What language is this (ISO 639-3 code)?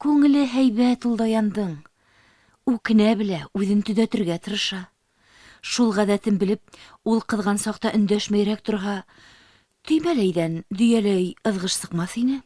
bak